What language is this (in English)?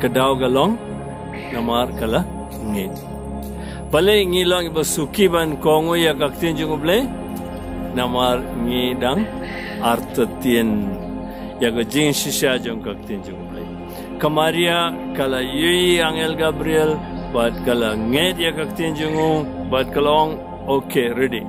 Khasi